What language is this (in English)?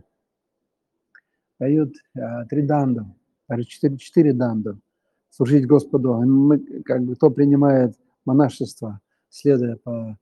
Russian